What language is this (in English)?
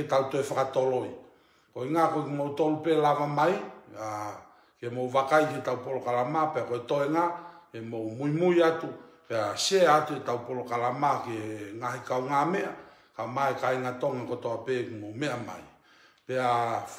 Tongan